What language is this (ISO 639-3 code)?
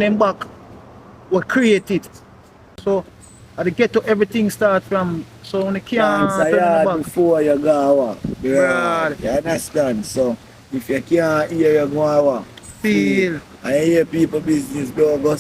jam